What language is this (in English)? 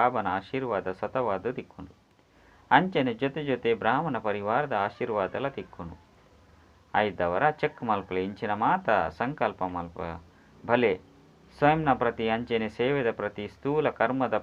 Tulu